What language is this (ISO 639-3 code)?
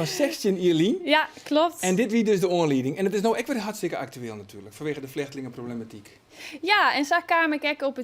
fry